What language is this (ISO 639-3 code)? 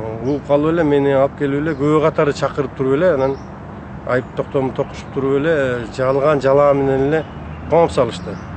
kir